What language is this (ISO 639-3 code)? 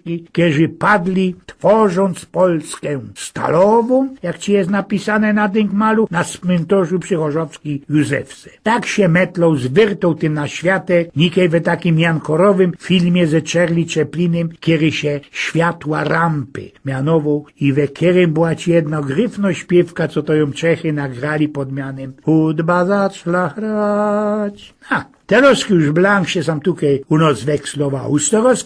szl